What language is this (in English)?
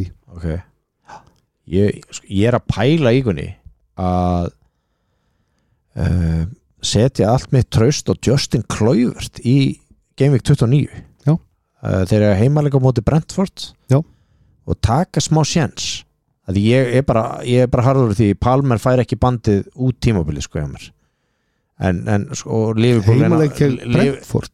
Icelandic